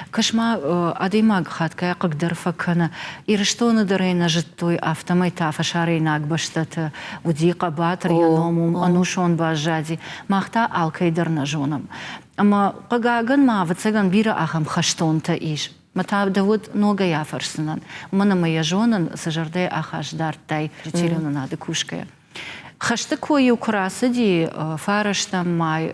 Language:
Ossetic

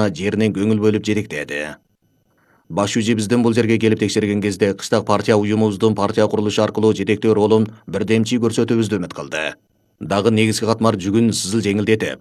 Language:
Kyrgyz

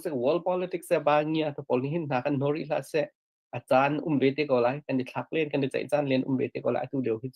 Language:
Hakha Chin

